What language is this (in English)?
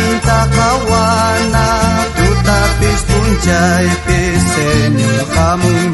South Bolivian Quechua